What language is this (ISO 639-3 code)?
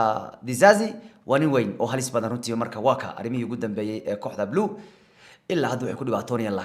som